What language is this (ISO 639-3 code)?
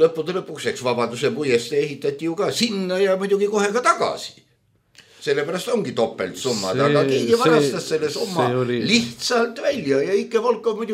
est